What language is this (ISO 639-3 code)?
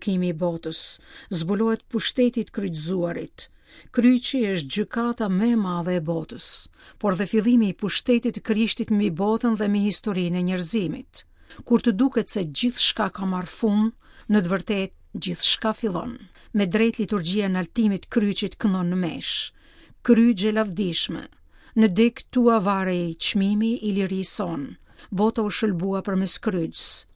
sqi